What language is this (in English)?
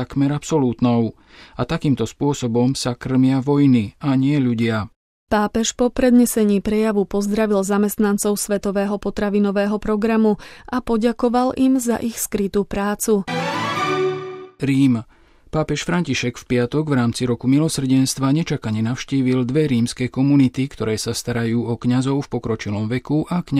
Slovak